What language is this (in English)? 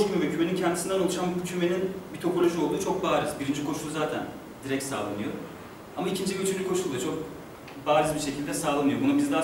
Turkish